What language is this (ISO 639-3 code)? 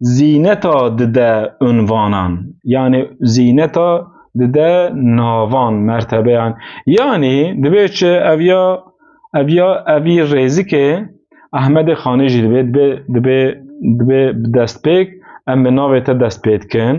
kur